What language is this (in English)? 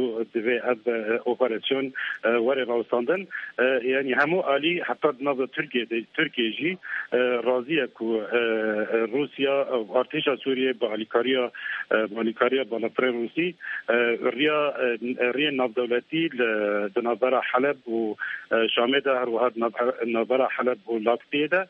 Kurdish